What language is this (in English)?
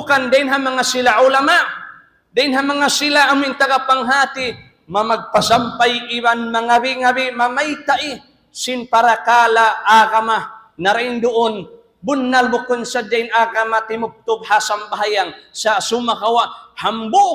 Tausug